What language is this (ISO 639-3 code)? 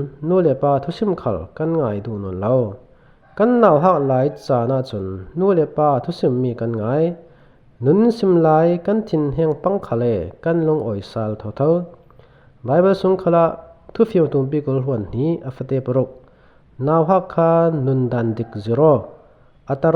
cfm